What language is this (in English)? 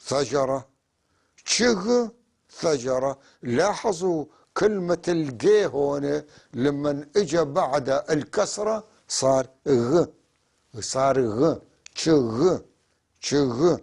North Levantine Arabic